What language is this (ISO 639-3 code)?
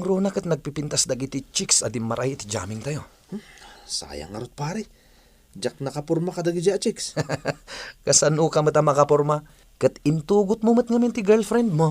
ilo